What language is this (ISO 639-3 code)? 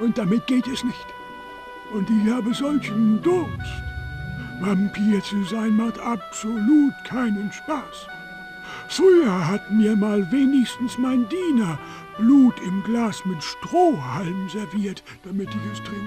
bar